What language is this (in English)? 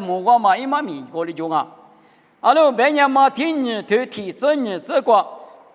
Lisu